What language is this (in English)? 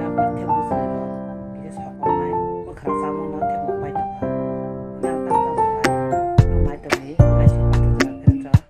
Kok Borok